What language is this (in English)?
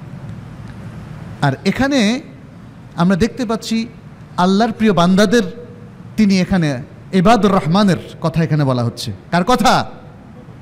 Bangla